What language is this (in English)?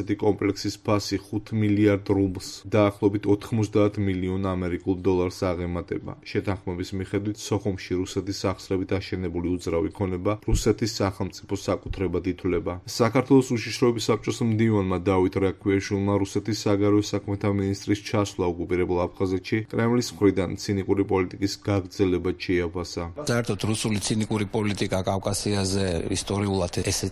Georgian